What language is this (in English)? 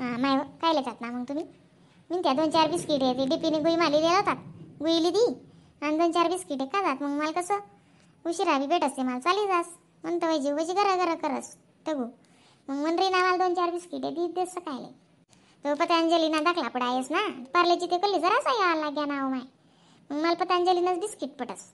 Khandesi